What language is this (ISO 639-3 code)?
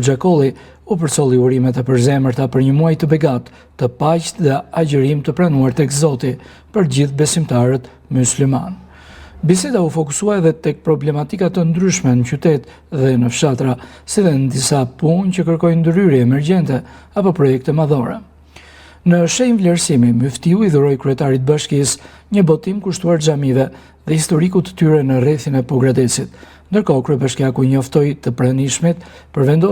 sqi